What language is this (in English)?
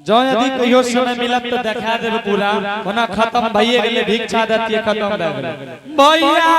Angika